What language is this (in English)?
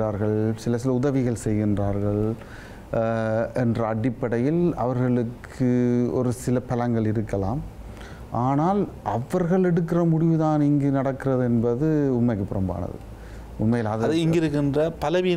Tamil